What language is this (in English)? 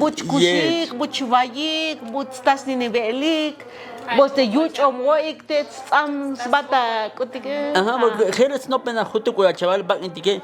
Tzotzil